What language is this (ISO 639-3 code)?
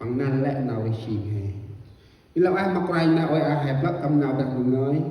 cmo